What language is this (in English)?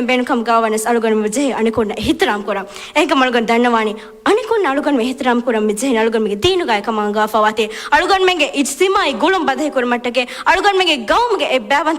Divehi